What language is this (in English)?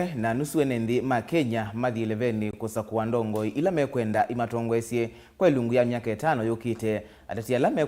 Kamba